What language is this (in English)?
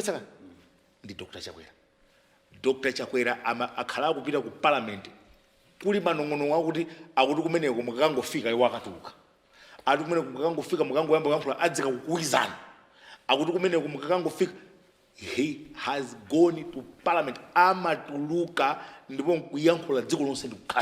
Nyanja